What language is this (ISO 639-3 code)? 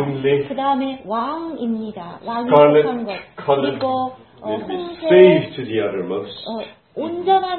kor